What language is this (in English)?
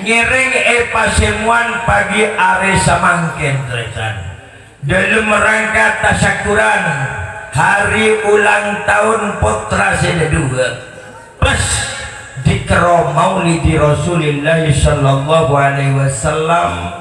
Madurese